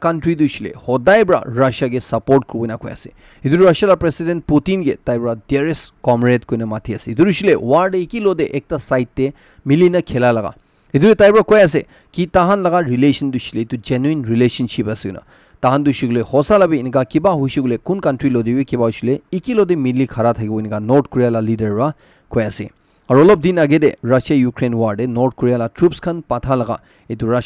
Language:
Naga Pidgin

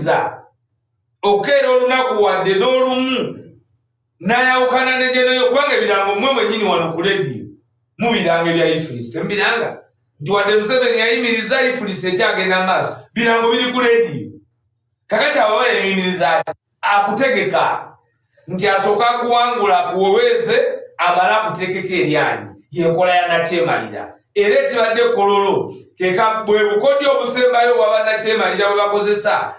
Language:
Ganda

